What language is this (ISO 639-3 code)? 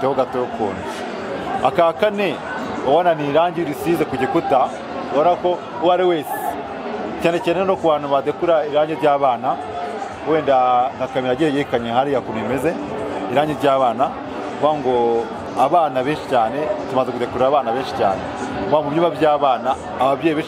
kin